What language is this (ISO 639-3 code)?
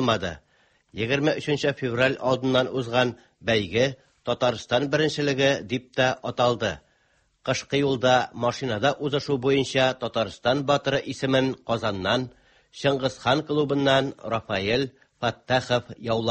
tat